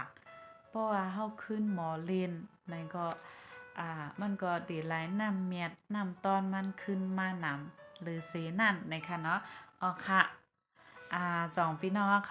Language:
Shan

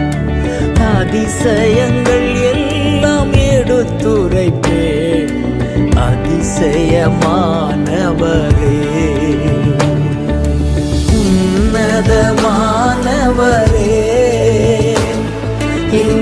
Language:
Tamil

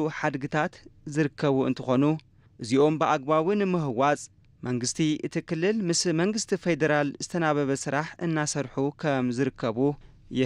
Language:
Tigrinya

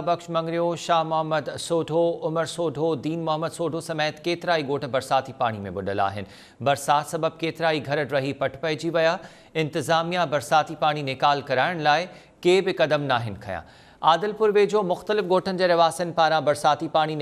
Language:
Sindhi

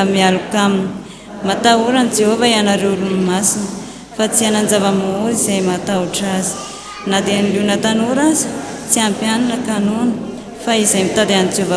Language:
Malagasy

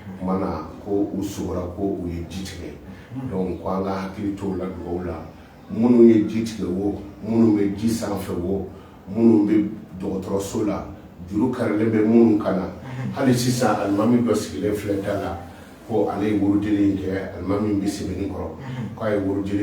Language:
Bambara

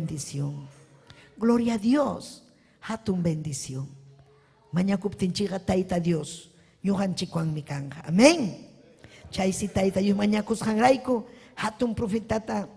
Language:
Ayacucho Quechua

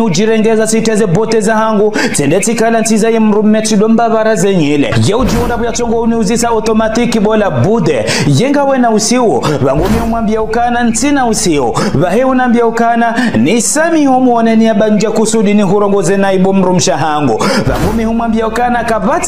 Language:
Ngazidja Comorian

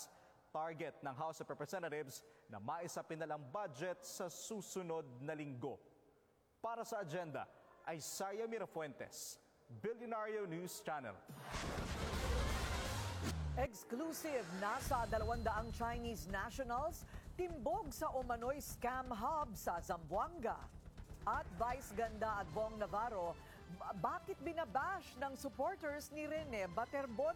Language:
Filipino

